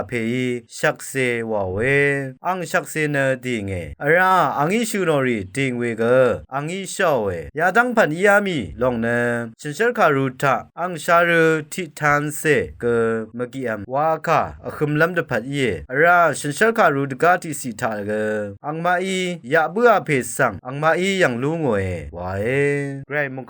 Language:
Rawang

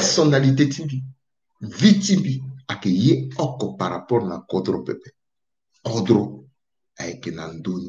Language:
Sango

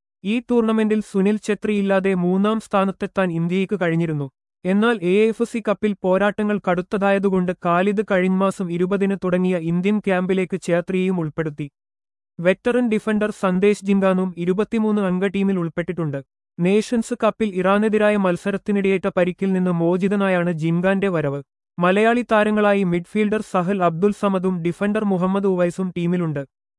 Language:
Malayalam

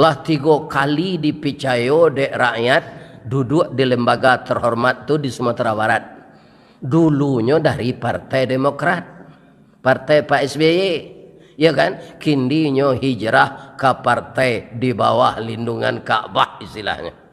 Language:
Minangkabau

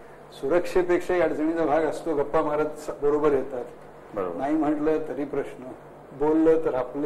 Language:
Marathi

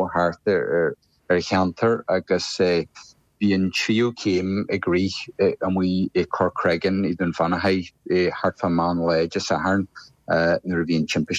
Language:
Irish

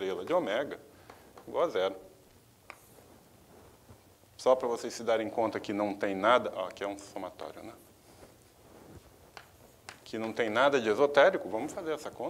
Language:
Portuguese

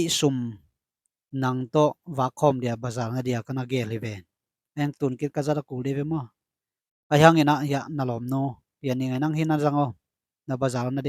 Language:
Tedim Chin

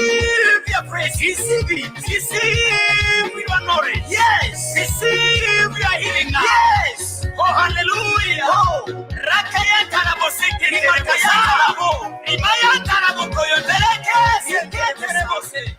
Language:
Gusii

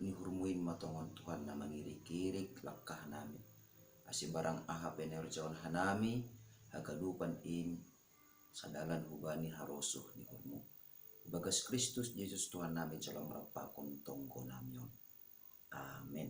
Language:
Batak Simalungun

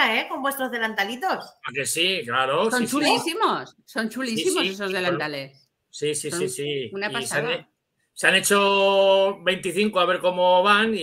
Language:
Spanish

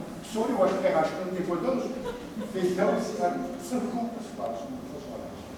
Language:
Kabardian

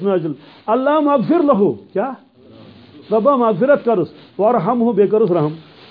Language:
Kashmiri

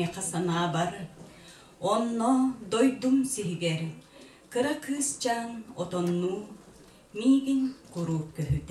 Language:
Yakut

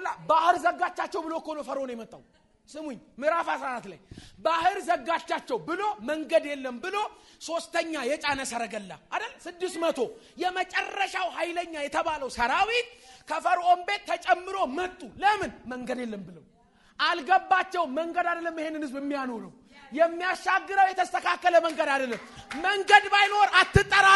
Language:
Amharic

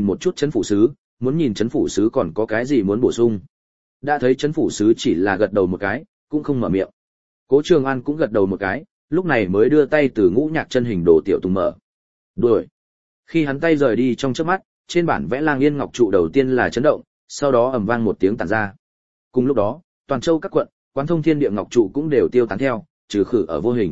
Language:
Vietnamese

